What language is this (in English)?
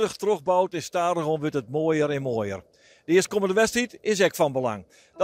Western Frisian